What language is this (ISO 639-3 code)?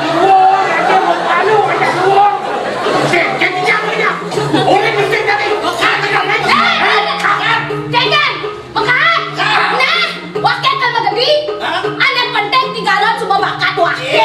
ban